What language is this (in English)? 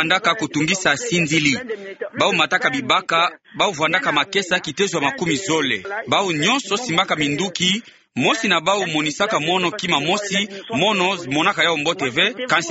Kituba (Democratic Republic of Congo)